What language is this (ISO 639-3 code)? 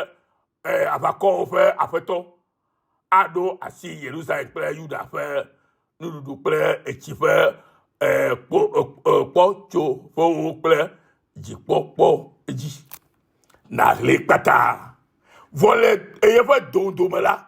ewe